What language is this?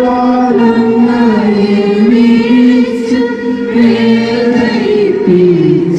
Malayalam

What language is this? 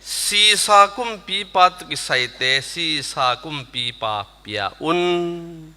Tedim Chin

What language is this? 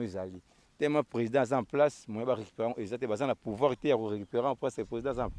Lingala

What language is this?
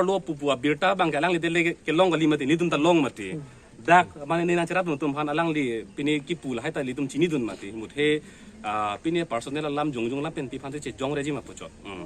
Karbi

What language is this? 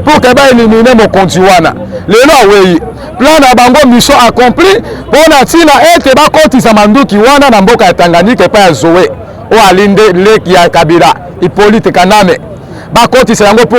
Lingala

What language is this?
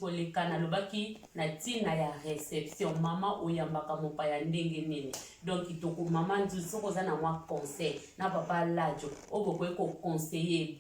Lingala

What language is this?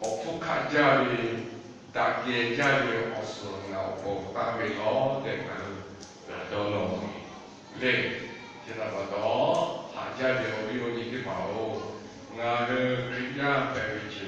Lahu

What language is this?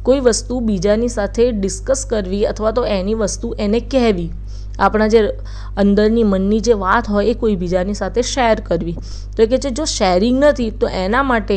Gujarati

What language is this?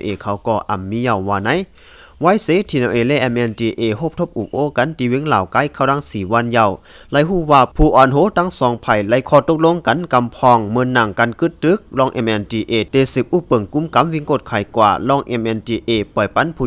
Shan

